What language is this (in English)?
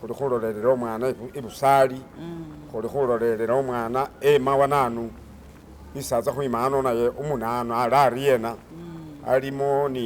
Masaaba